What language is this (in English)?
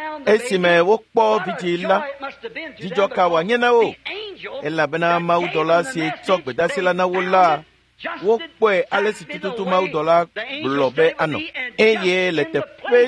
Ewe